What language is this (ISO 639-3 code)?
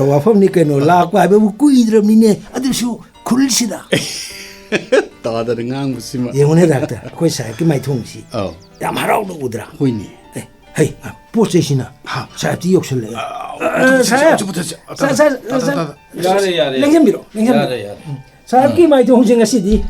mni